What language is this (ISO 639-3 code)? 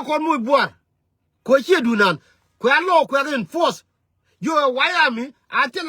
nus